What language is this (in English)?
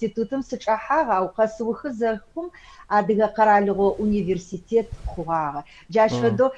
Adyghe